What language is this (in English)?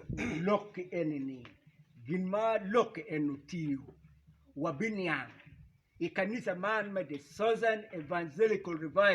Acoli